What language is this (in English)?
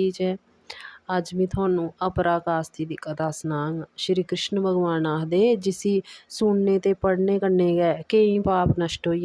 Dogri